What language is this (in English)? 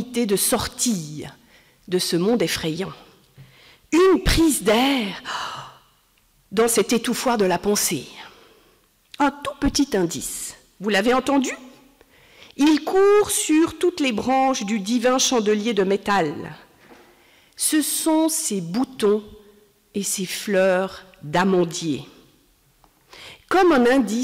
French